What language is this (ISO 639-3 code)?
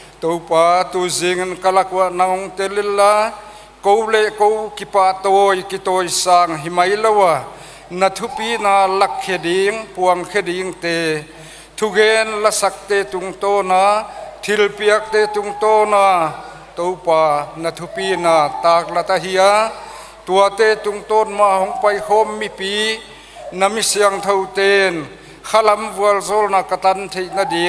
pck